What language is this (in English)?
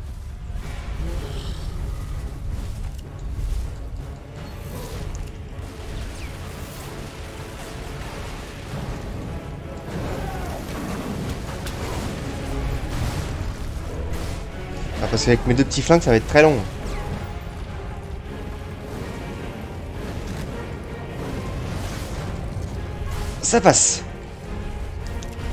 French